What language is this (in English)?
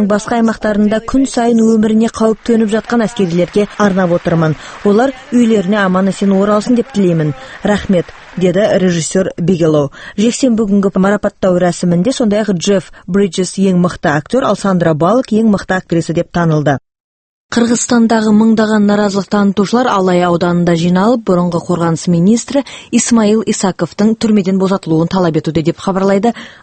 Kyrgyz